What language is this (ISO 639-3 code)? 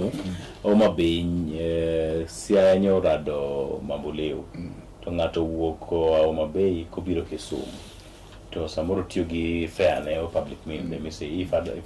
luo